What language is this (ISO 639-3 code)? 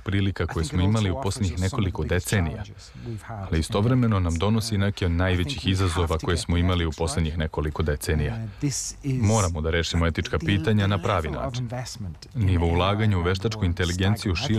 srp